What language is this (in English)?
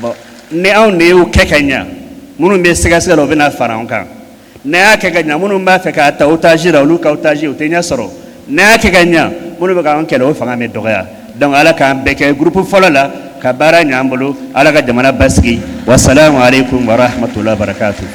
Bambara